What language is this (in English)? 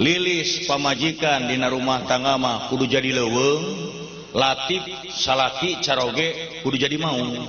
Sundanese